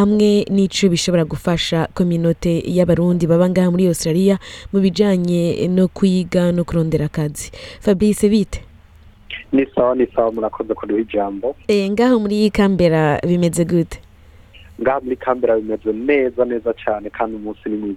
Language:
Rundi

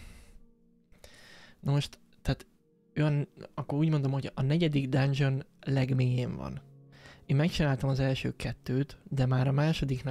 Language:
Hungarian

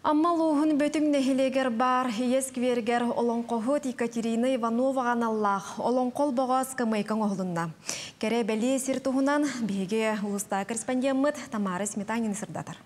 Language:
Yakut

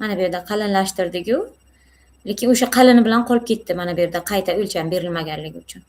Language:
Uzbek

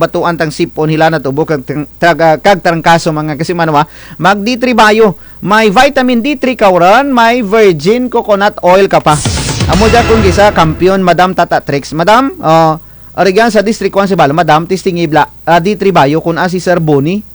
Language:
Kinaray-a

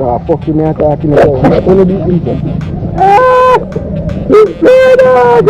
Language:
Jamaican Creole English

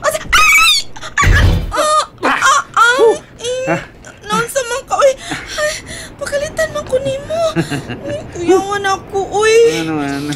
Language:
Cebuano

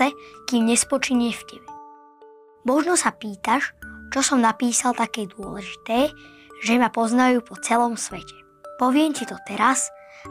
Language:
Slovak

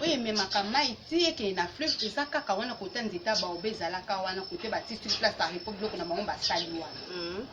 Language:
Lingala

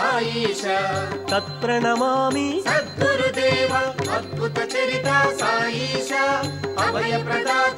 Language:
Telugu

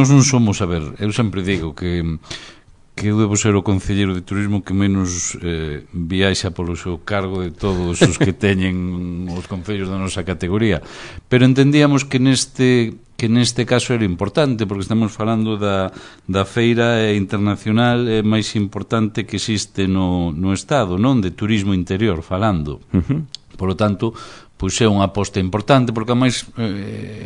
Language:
Galician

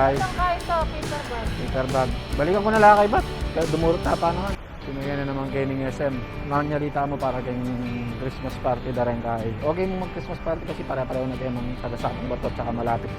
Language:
Pampanga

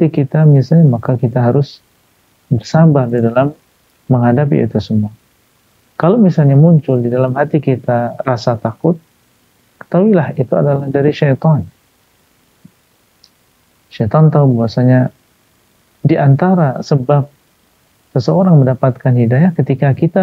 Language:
Indonesian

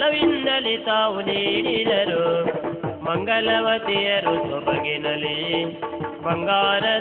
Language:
Kannada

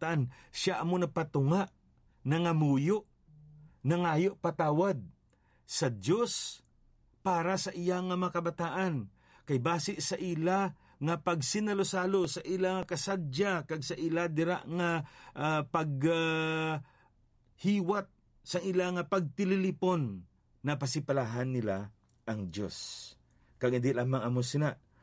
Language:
Hiligaynon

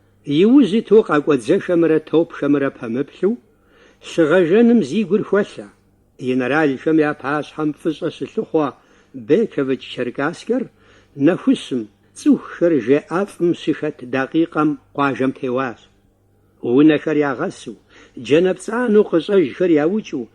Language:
Kabardian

